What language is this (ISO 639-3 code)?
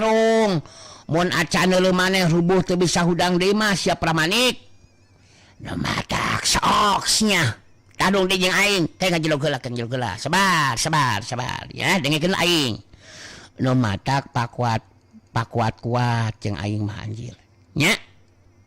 sun